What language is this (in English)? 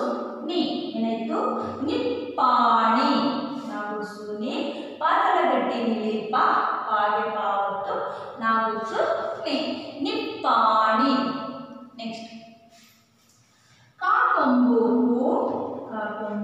Kannada